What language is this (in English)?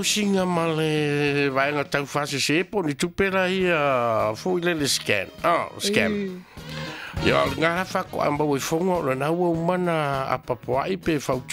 Samoan